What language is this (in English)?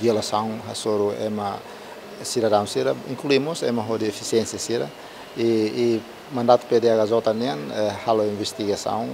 Tetum